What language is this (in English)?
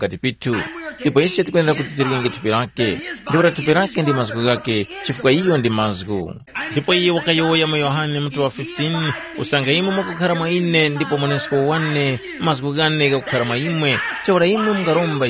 Tumbuka